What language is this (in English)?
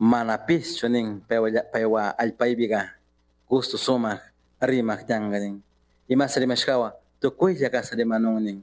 Chimborazo Highland Quichua